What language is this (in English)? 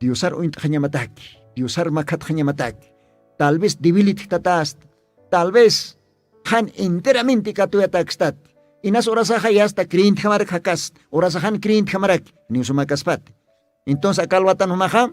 Aymara